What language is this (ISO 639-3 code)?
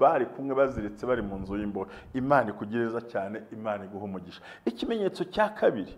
kin